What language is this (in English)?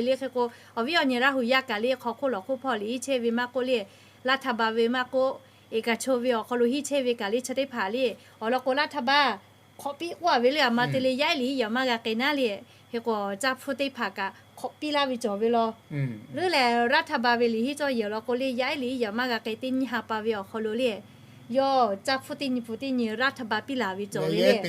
Lahu